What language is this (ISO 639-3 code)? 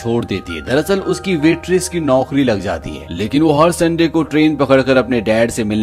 hin